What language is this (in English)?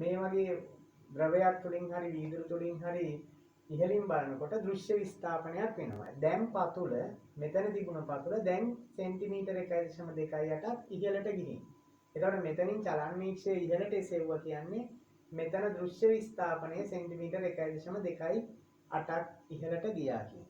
Sinhala